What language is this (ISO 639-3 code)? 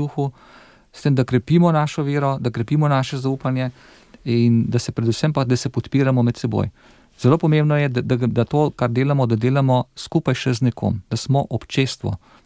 slv